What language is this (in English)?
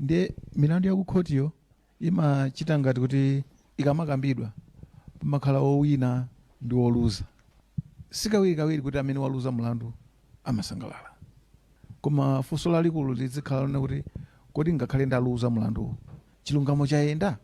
Nyanja